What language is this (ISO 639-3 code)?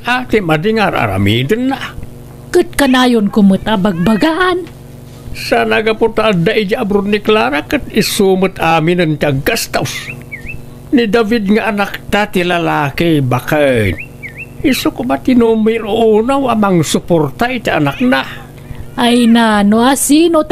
ilo